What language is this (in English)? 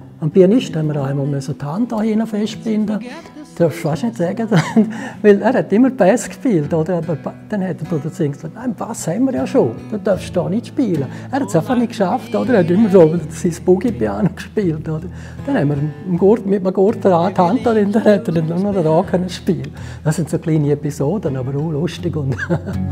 Swiss German